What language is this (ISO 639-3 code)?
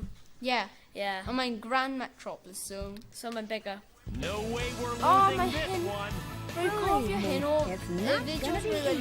cym